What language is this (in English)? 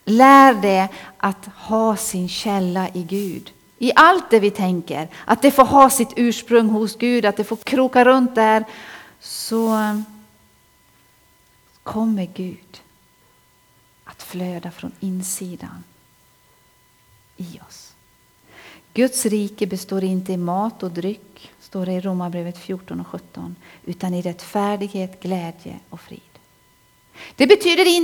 Swedish